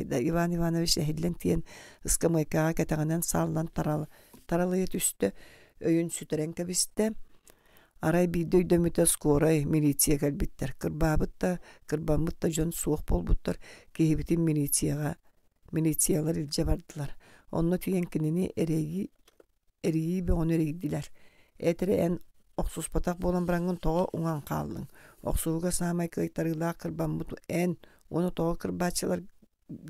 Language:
Yakut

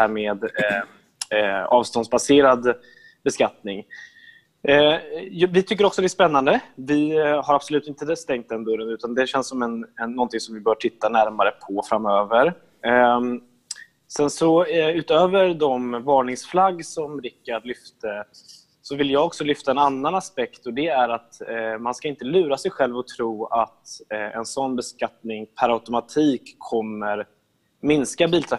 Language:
Swedish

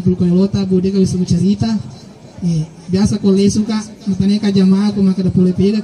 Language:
Buginese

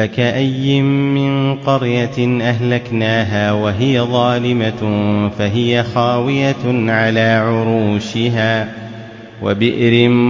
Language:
Arabic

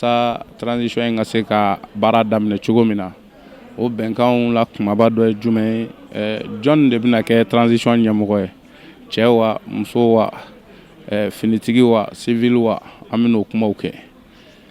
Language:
Bambara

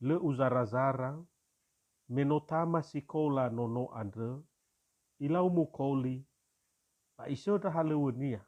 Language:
Nias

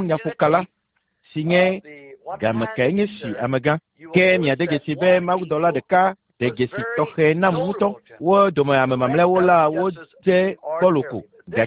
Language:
Ewe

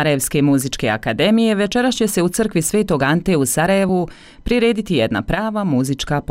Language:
Bosnian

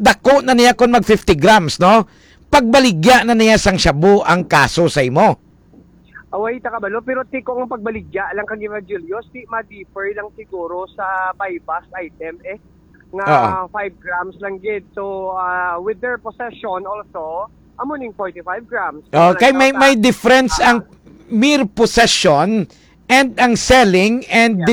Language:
Hiligaynon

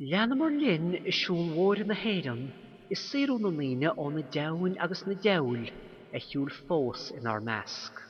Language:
Irish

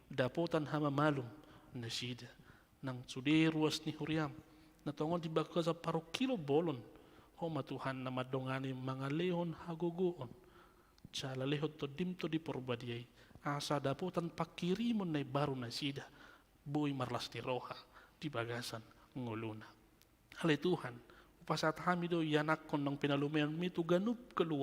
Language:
Batak Toba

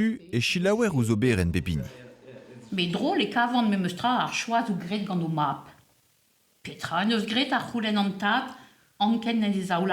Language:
Breton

